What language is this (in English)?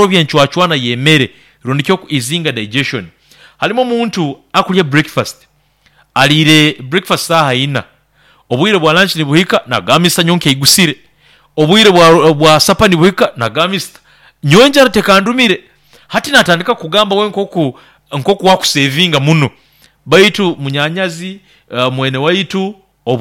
Nyankole